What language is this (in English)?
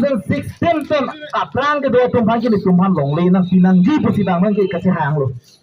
Karbi